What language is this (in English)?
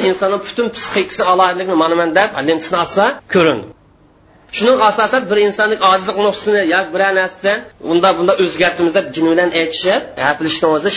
Uyghur